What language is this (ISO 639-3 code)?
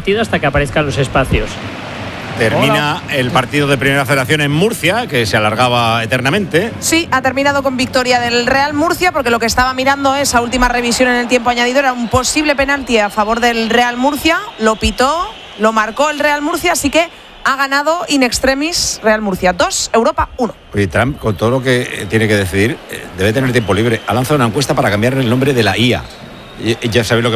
spa